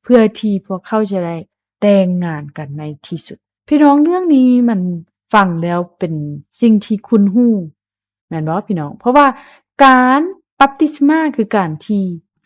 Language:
Lao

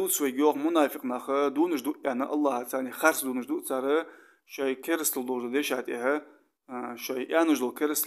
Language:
Ingush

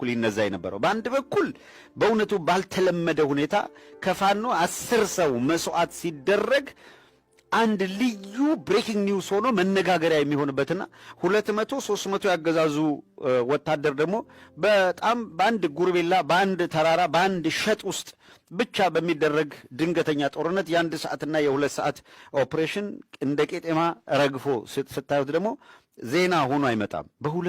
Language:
Amharic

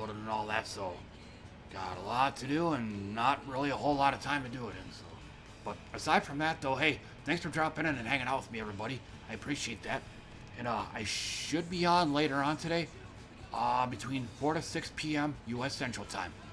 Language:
English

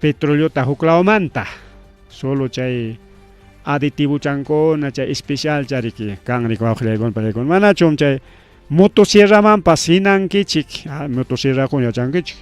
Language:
Ayacucho Quechua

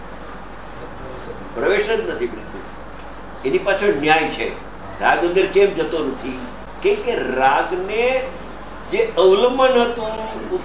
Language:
Gujarati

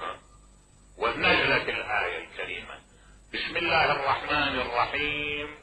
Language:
Mesopotamian Arabic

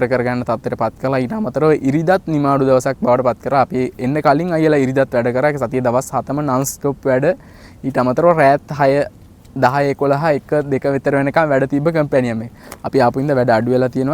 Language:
Sinhala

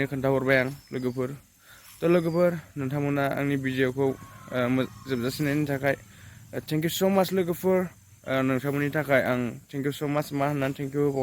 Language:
Bodo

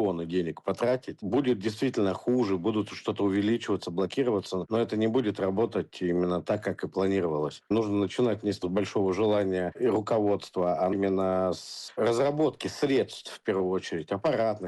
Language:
Russian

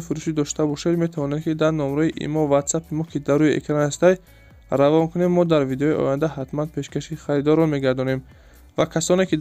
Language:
Tajik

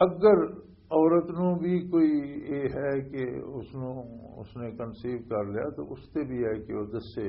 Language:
Western Panjabi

